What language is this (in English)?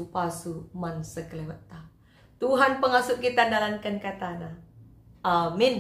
Batak Karo